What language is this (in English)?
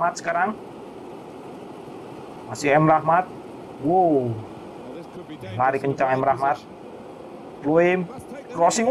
Indonesian